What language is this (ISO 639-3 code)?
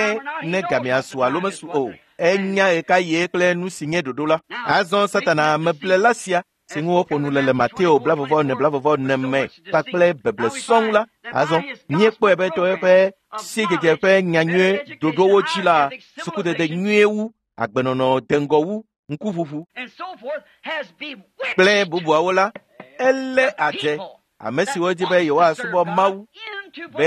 ewe